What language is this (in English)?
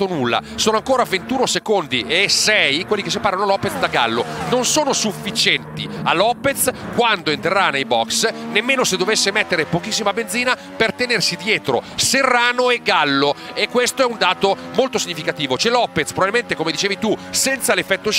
Italian